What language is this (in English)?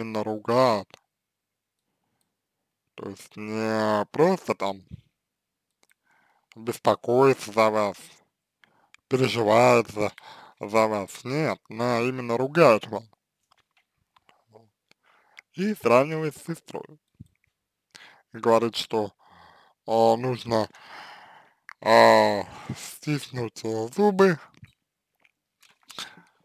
Russian